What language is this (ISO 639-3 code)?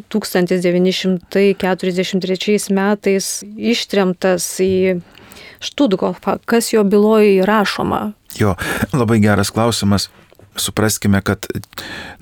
lit